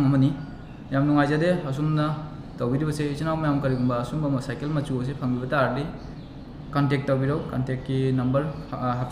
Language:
Manipuri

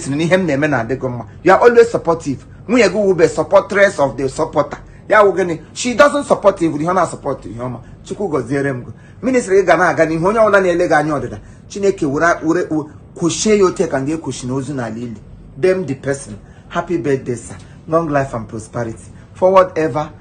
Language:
Igbo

